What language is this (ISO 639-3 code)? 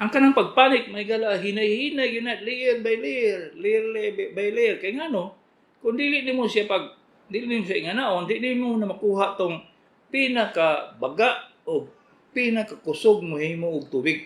ceb